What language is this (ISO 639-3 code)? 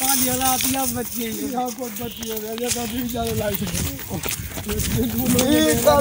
skr